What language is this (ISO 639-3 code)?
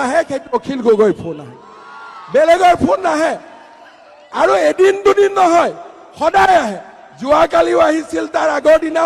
asm